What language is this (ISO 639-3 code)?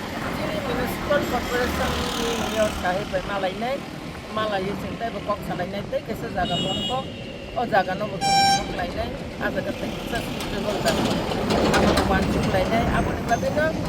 trp